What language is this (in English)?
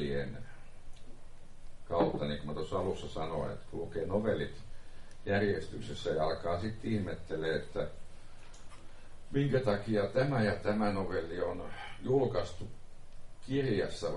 Finnish